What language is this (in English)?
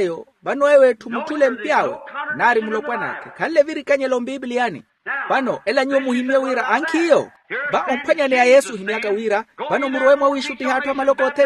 Makhuwa